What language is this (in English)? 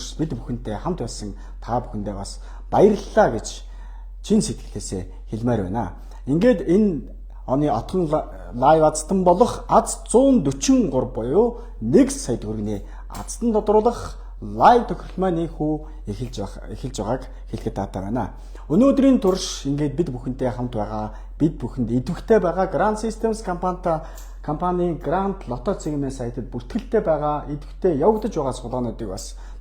Mongolian